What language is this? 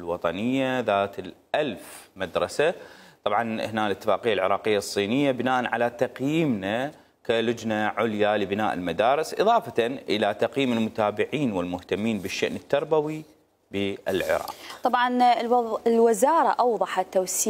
Mesopotamian Arabic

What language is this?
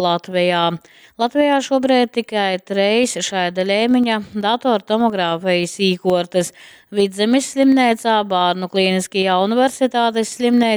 Latgalian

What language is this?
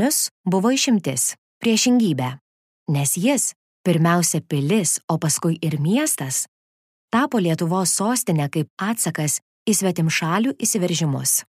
Lithuanian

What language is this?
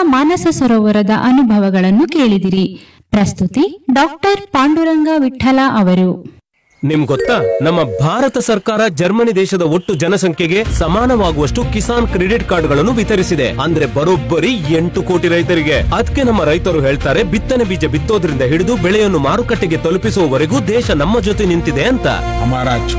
Kannada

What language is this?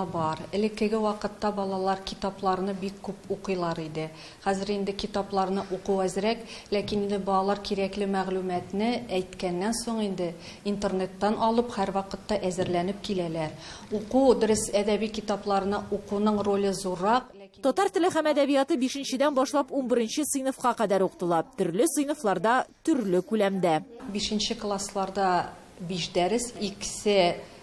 Tatar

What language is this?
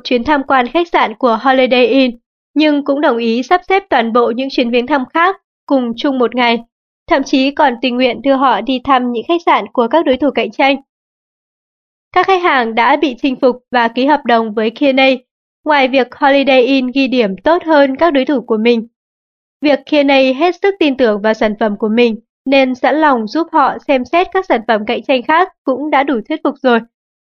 Vietnamese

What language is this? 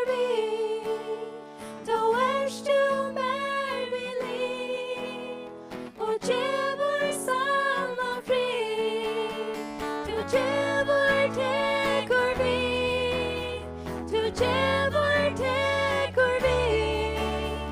Faroese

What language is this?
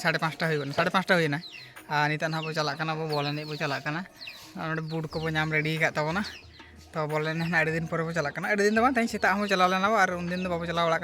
Santali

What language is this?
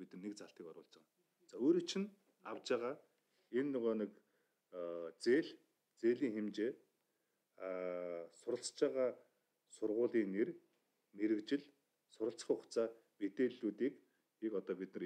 Mongolian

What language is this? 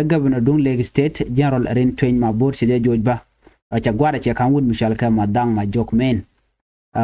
Nuer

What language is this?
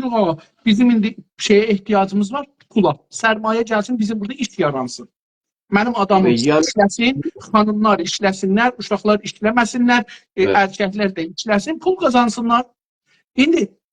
South Azerbaijani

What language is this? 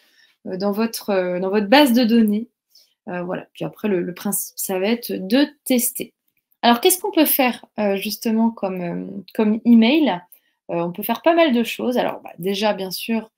French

